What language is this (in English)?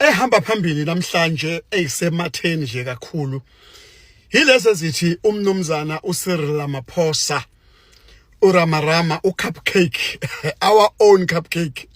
Zulu